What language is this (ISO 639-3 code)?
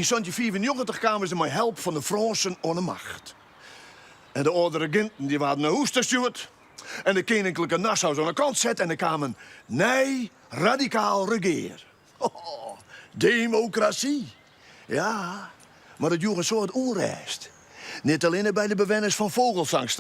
fry